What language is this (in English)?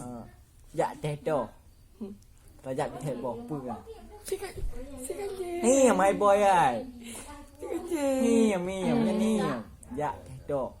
Achinese